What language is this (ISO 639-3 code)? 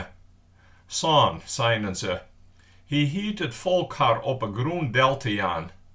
fry